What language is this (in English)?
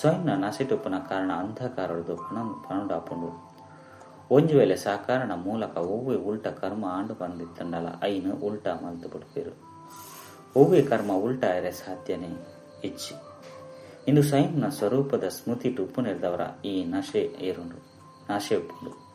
Tulu